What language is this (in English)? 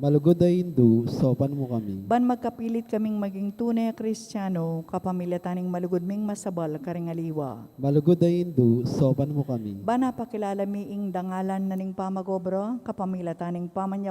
Pampanga